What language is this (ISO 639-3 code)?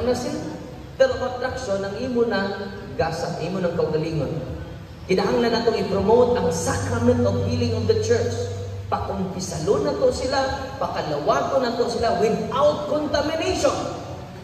ceb